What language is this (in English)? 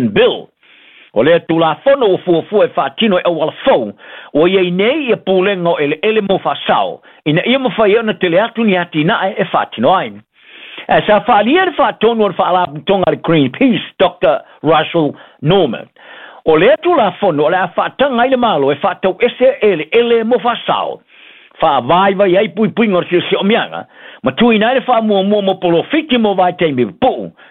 Samoan